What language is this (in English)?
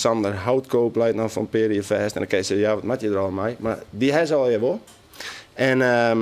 Western Frisian